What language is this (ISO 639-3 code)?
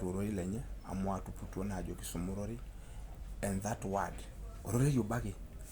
mas